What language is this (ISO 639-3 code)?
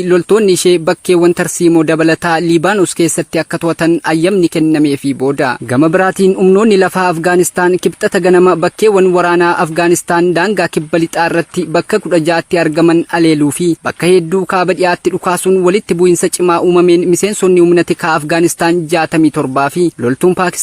orm